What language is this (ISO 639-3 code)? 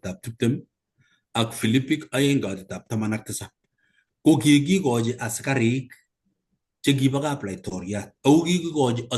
kln